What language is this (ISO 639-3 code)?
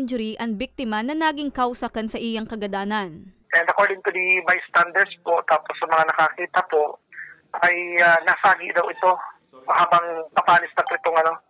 bik